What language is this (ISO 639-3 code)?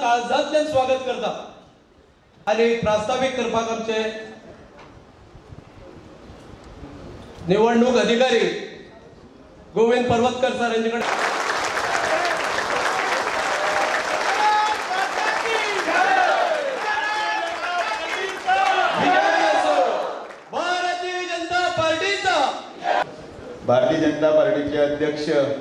kok